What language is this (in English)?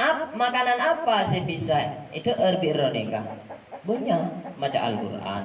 Madurese